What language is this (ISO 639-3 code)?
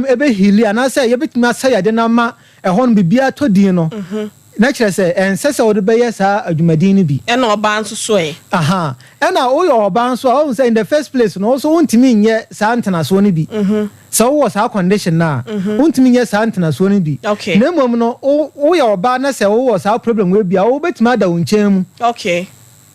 aka